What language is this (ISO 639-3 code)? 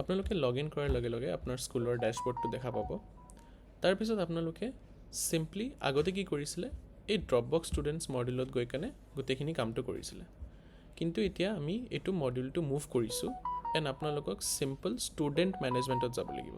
asm